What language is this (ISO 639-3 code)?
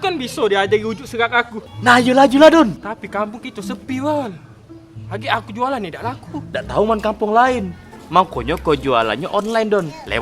mui